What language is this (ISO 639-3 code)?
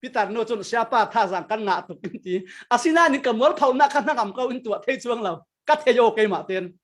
cfm